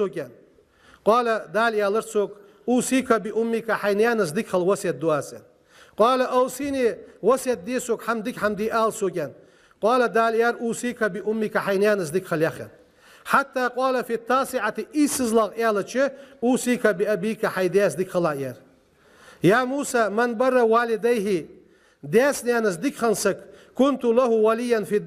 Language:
Ingush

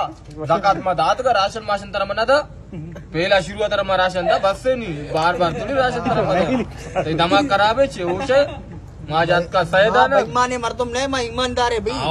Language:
Baluchi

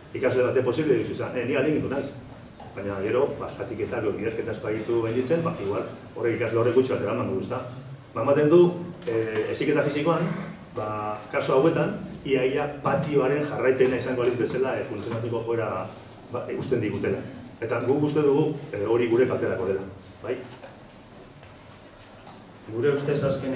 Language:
Basque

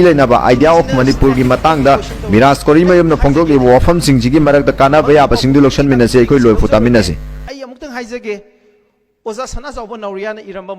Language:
Manipuri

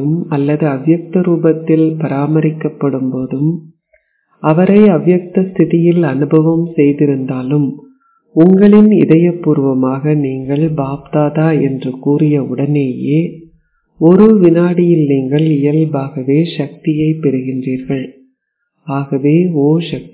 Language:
Tamil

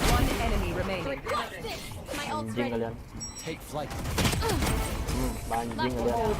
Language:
Minangkabau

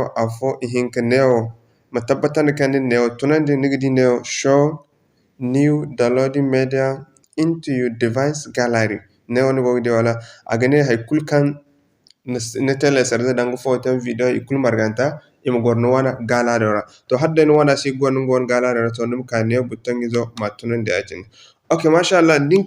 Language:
Zarma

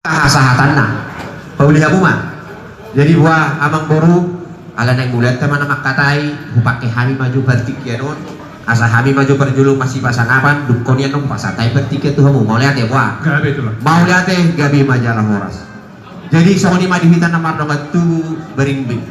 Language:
Batak Toba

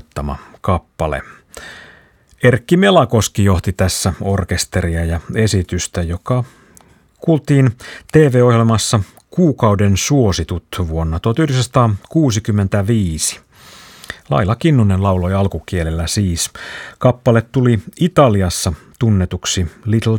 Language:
Finnish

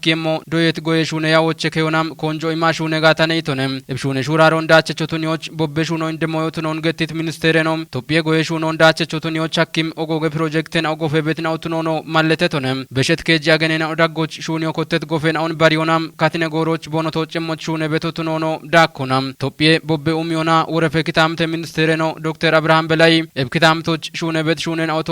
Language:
Kafa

